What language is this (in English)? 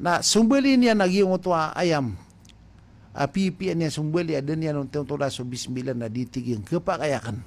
Maranao